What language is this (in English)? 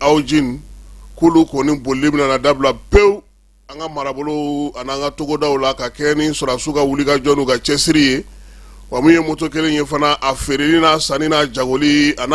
Bambara